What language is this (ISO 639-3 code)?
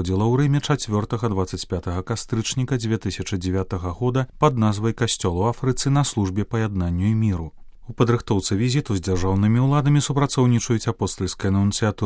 bel